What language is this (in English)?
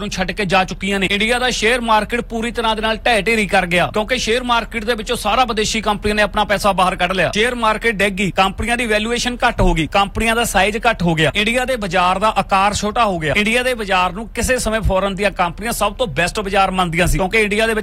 Punjabi